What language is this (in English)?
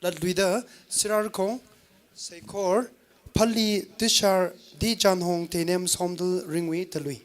Tangkhul Naga (India)